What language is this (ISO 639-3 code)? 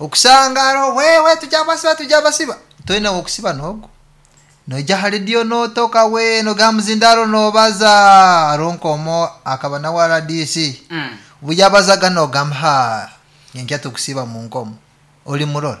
nyn